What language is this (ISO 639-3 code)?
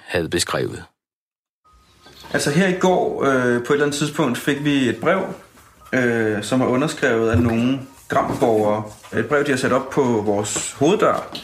dan